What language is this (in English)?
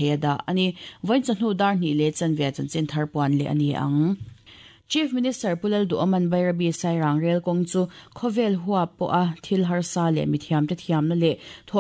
Mizo